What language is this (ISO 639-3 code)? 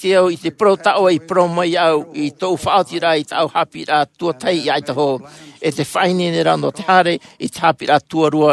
tah